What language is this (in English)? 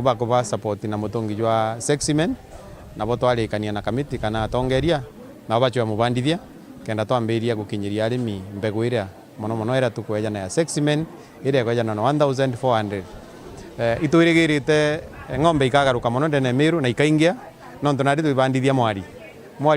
Meru